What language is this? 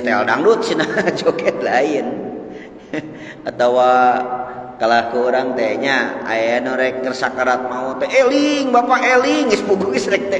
Sundanese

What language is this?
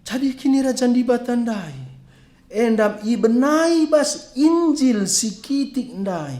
Batak Karo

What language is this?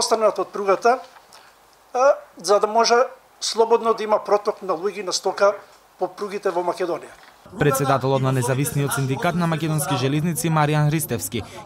Macedonian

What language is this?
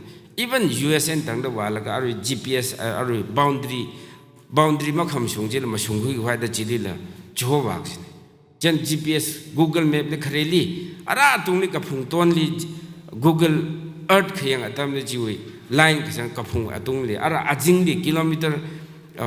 Tangkhul Naga (India)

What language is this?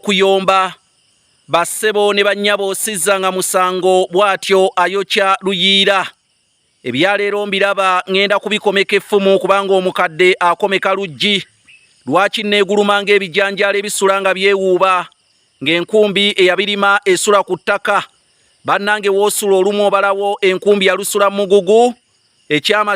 Ganda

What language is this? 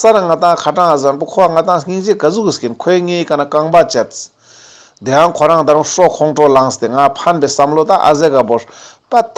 Ladakhi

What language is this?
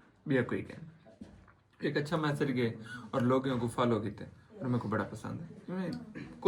Saraiki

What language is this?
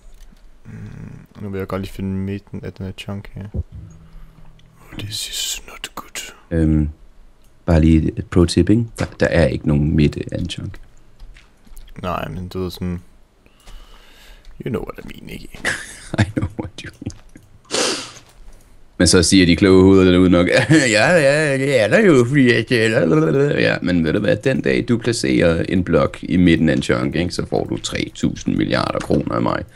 Danish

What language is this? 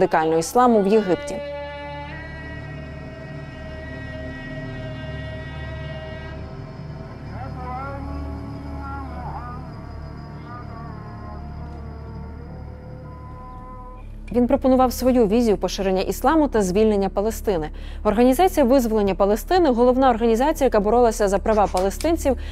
Ukrainian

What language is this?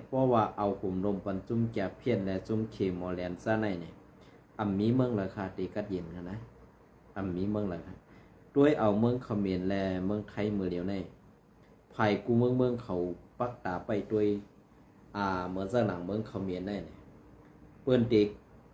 Shan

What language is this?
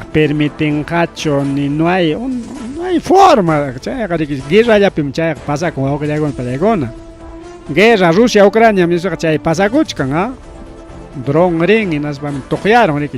Ayacucho Quechua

